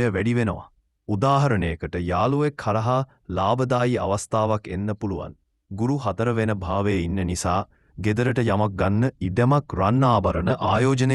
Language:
Sinhala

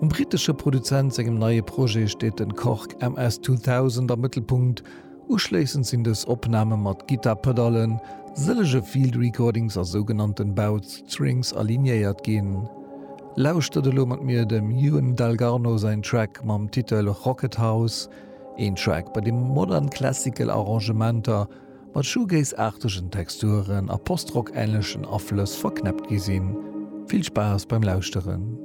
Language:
Luxembourgish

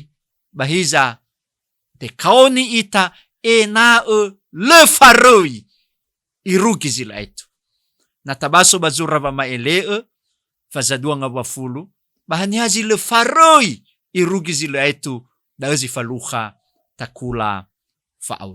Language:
Nias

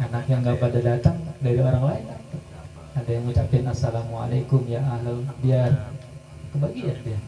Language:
Betawi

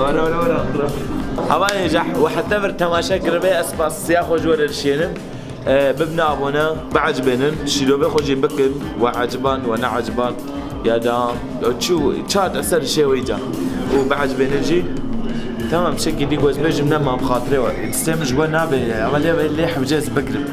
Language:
Kurdish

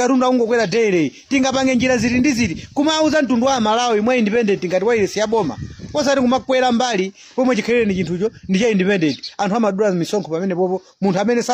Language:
Nyanja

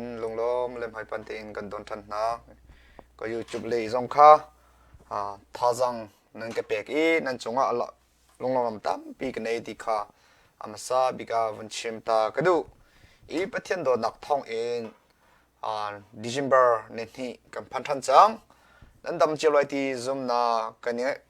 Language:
Hakha Chin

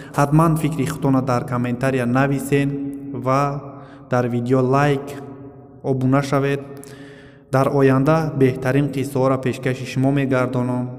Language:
Tajik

